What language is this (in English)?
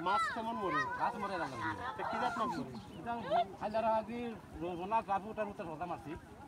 Sylheti